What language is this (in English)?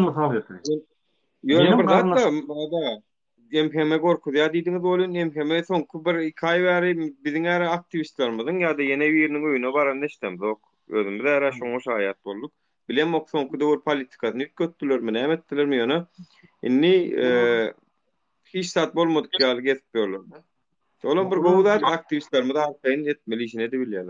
Turkmen